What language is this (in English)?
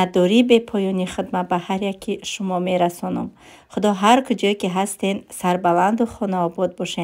Tajik